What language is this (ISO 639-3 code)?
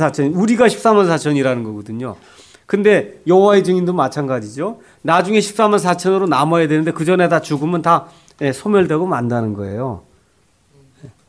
kor